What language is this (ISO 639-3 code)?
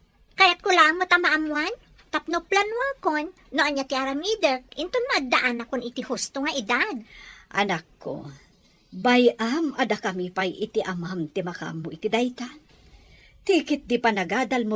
ilo